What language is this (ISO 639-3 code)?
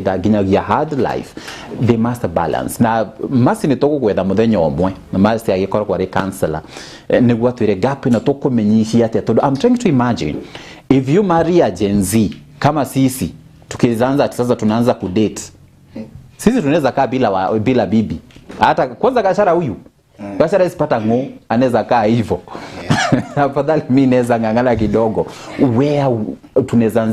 kik